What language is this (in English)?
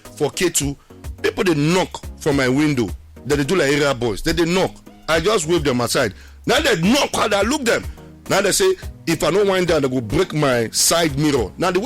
Nigerian Pidgin